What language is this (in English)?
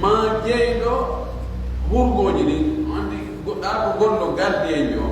Fula